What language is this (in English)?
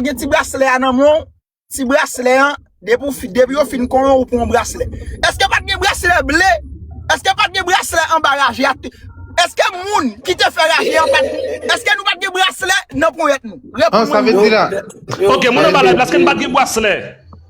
Haitian Creole